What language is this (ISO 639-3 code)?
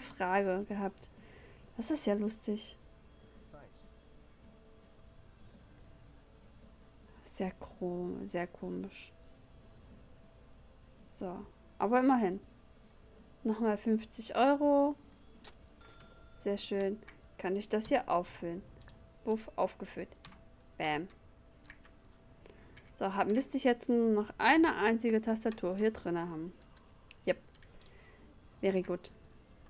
deu